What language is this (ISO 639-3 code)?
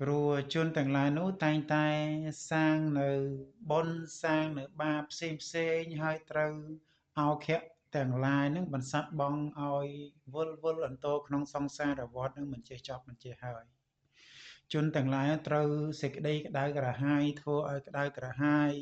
khm